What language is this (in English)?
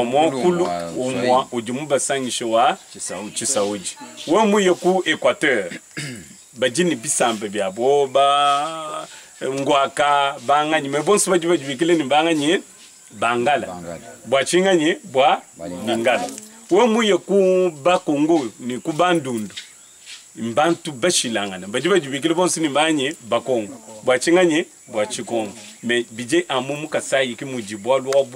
Luba-Lulua